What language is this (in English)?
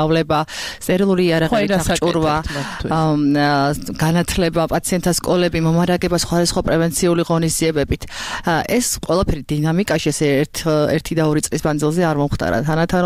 Georgian